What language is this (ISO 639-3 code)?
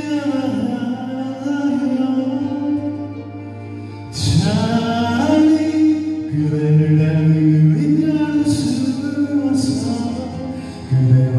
kor